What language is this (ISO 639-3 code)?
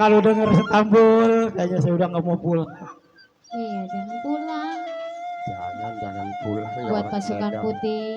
bew